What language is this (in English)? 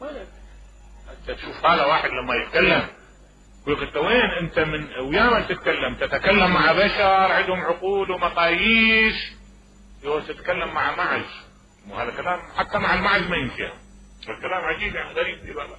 Mesopotamian Arabic